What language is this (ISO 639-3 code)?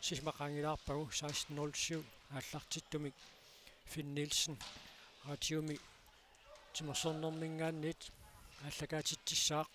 kal